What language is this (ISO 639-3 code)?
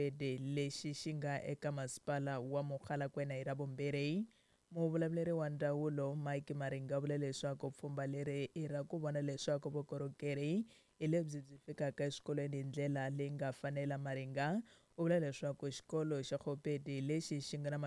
tso